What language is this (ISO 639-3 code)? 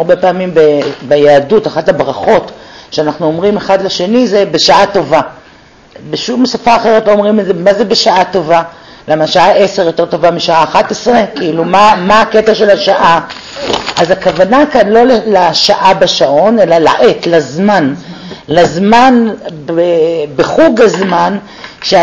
heb